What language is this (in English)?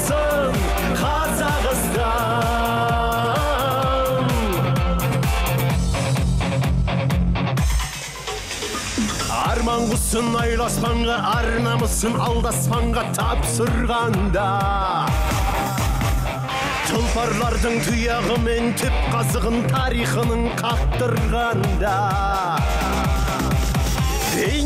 Kazakh